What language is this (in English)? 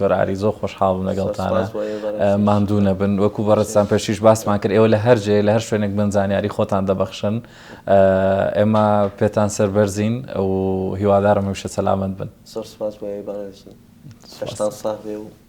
Central Kurdish